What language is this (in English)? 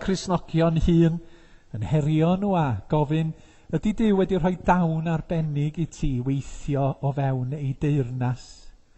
Welsh